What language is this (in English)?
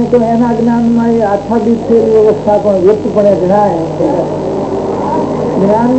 Gujarati